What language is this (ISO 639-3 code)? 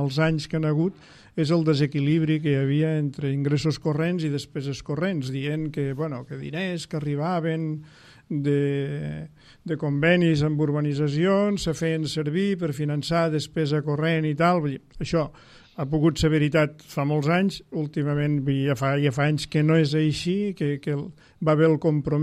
cat